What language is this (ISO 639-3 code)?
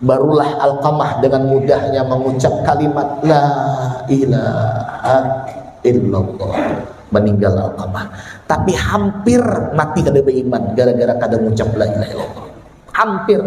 bjn